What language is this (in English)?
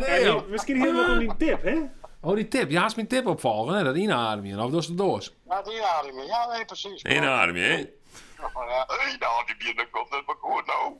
Western Frisian